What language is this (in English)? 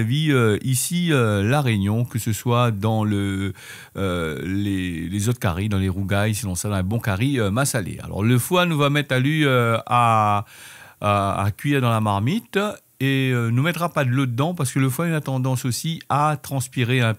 Réunion Creole French